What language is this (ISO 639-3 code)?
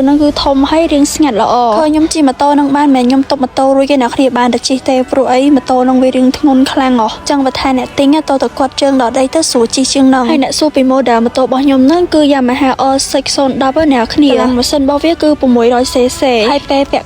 khm